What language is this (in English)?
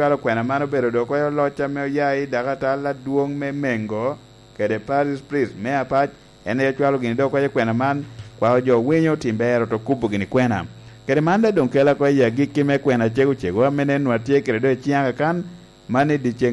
Lango (Uganda)